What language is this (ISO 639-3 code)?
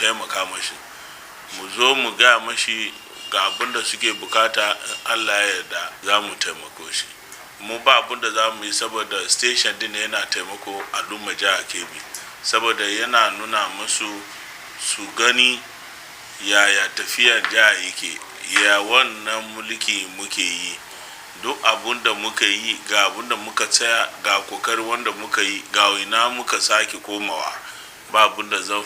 hau